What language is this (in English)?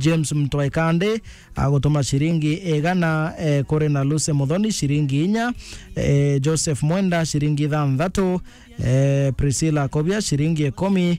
Meru